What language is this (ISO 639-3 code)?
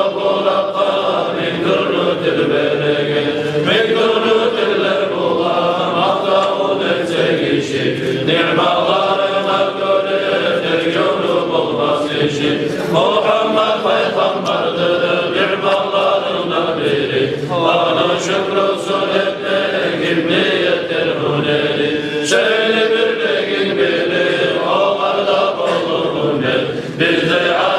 kum